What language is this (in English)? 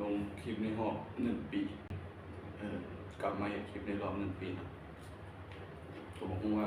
Lao